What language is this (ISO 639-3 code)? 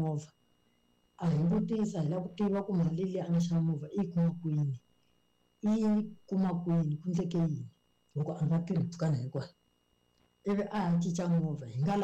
tso